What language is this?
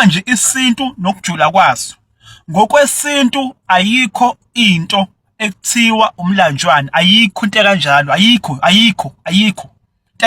Zulu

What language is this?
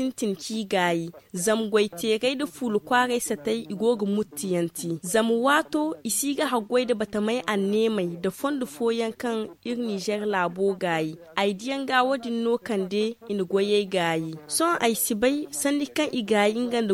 Zarma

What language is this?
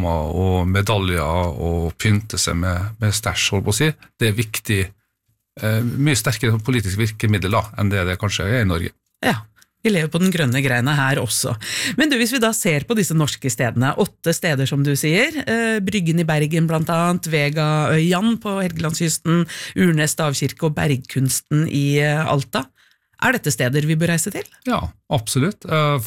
Norwegian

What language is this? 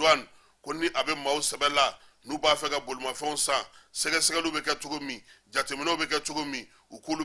Bambara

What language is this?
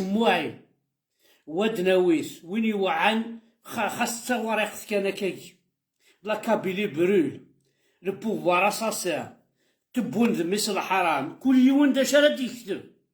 Kabyle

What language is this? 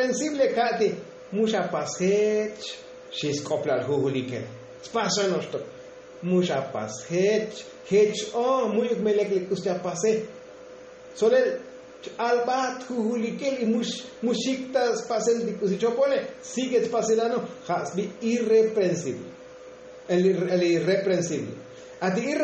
Tzotzil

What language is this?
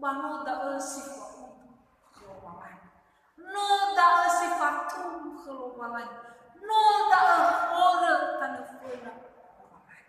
Nias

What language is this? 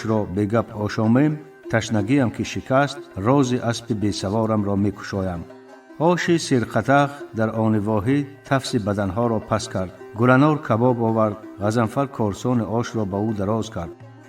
Tajik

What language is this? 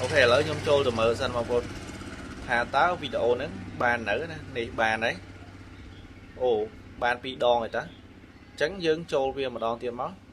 Khmer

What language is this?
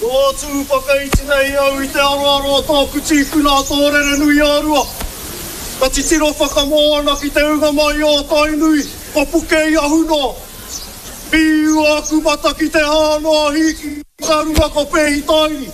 Māori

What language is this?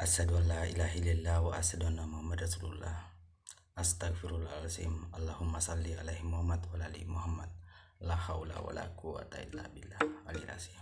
Buginese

